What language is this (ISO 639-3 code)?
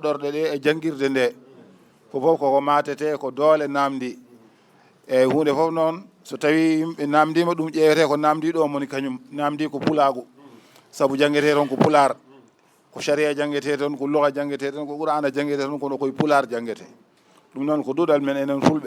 ful